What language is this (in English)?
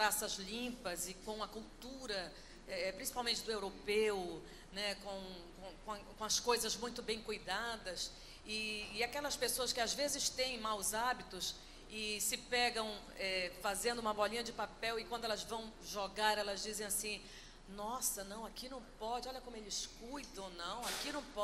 Portuguese